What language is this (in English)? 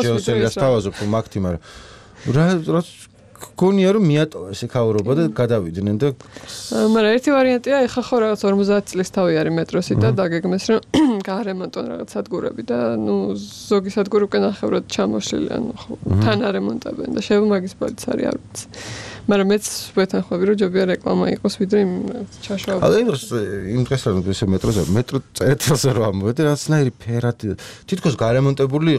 Georgian